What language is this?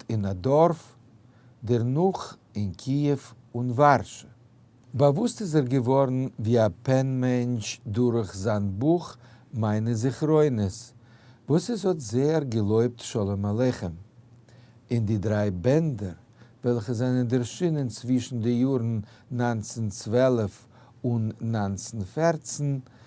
Yiddish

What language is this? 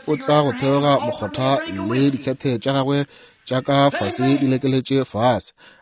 Northern Sotho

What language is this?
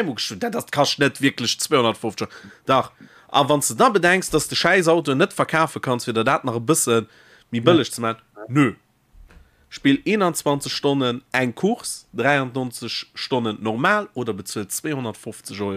Luxembourgish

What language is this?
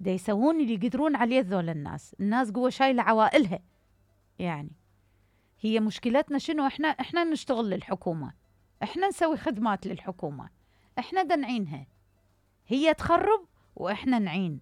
Mesopotamian Arabic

